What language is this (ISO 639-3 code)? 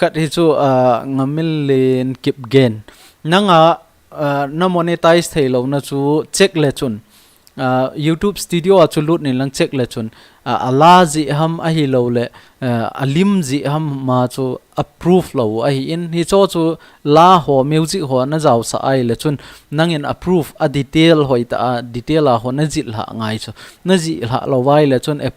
tcz